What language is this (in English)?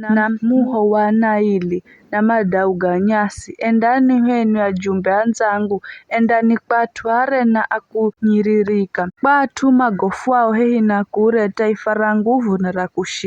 Giryama